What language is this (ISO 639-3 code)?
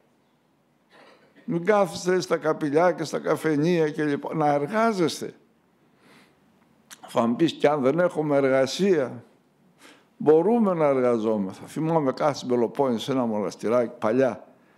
ell